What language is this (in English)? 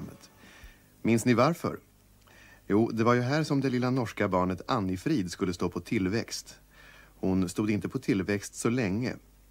Swedish